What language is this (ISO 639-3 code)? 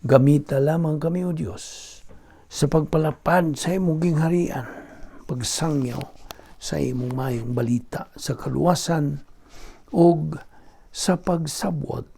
ceb